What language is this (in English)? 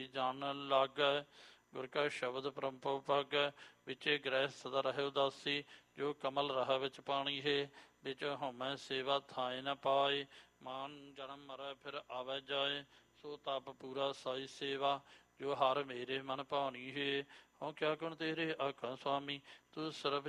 Punjabi